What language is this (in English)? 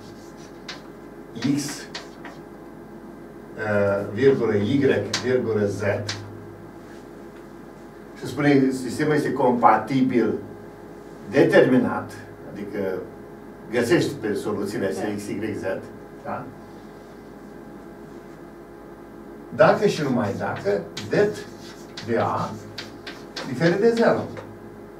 Romanian